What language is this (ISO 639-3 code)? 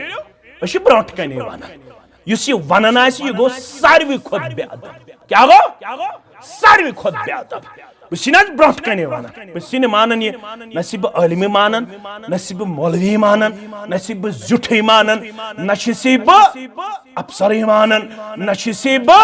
kas